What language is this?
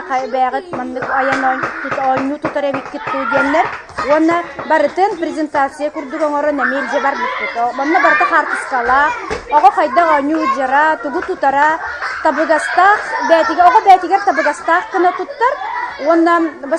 Yakut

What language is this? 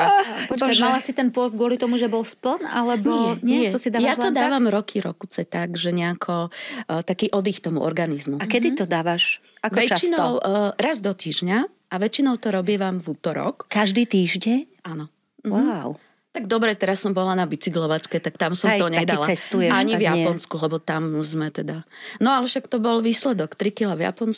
Slovak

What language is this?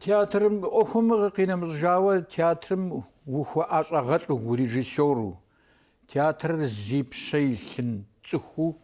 Kabardian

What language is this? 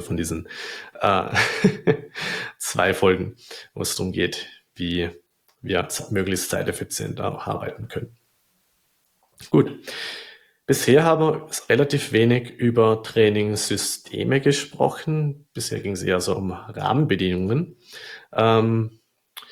German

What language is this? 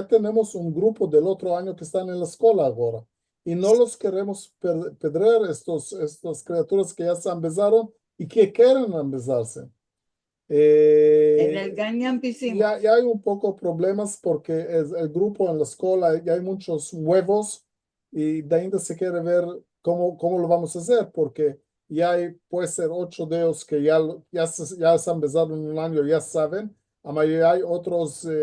Ladino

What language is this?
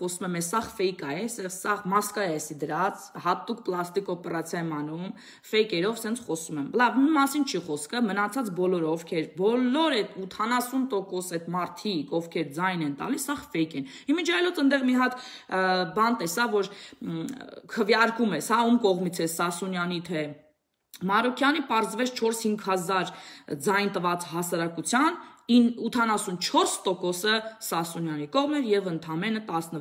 Armenian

